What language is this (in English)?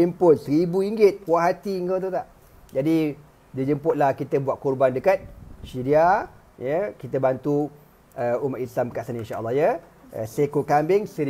Malay